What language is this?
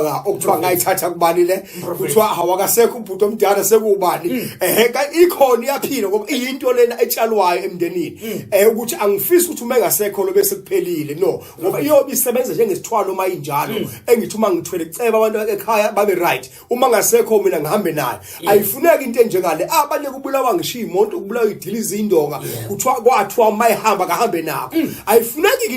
Zulu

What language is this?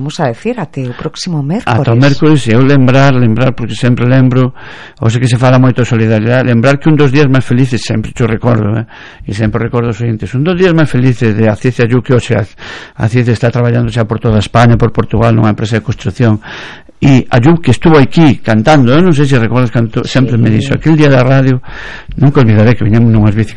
Galician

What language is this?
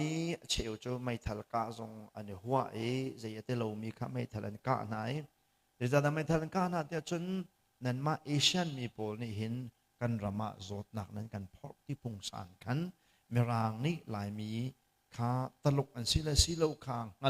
Hakha Chin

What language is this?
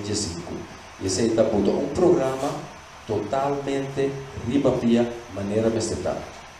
Papiamento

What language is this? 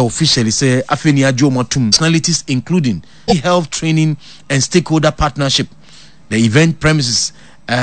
Akan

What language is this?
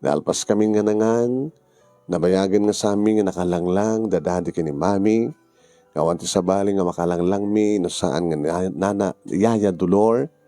Iloko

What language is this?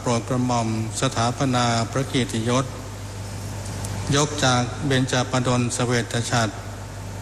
Thai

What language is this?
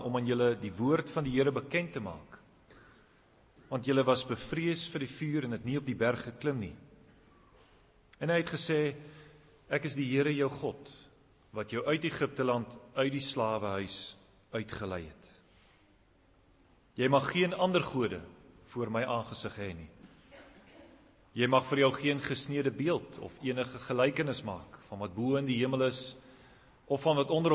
Afrikaans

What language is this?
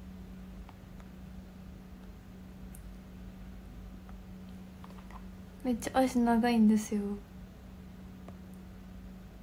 Japanese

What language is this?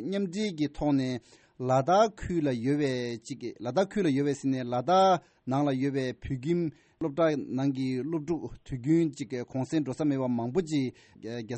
Tibetan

